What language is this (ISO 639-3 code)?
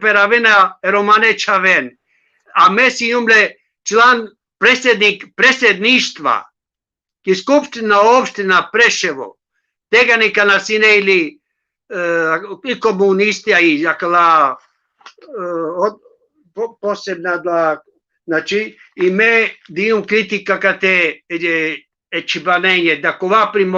rmn